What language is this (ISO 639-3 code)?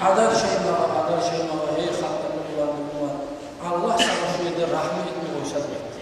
kum